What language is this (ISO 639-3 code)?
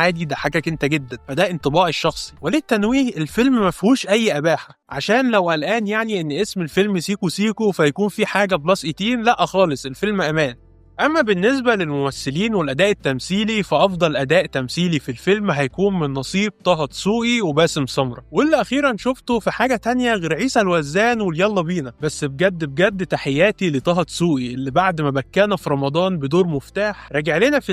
arz